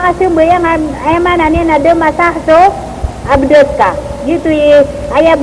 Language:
Maranao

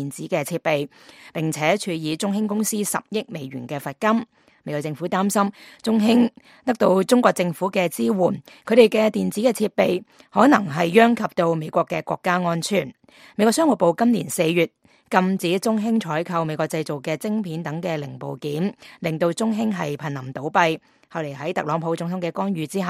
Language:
Cantonese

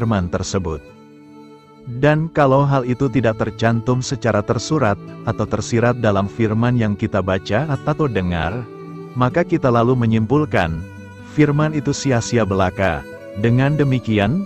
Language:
Indonesian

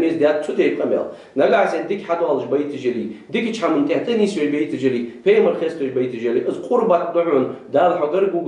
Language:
Ingush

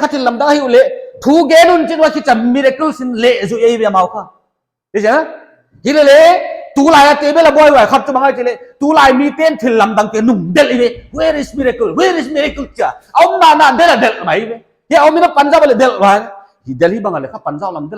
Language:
Paite Chin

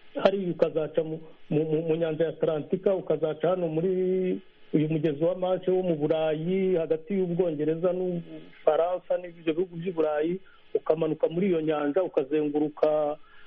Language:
Kinyarwanda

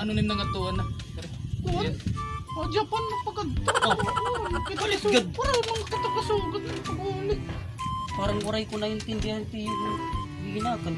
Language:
Waray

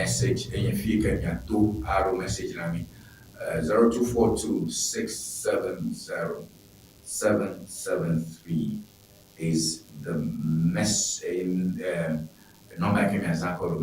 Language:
Ewe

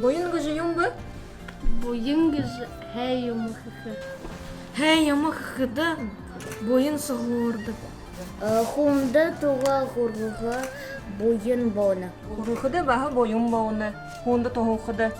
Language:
Buriat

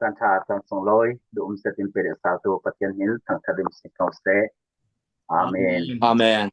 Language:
Falam Chin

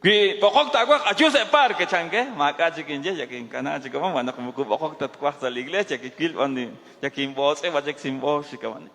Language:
Kekchí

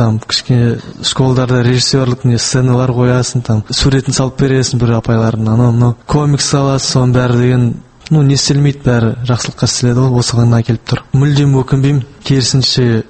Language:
Kazakh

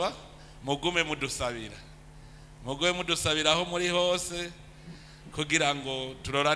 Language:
Rundi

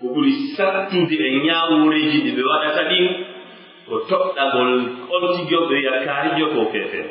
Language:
Pular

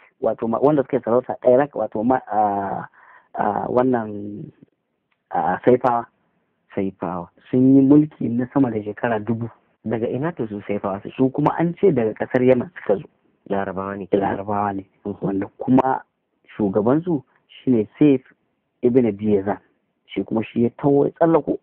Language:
Hausa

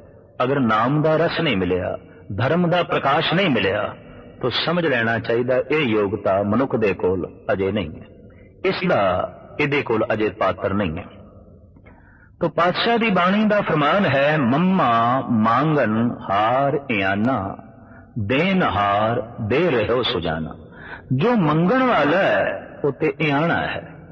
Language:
Punjabi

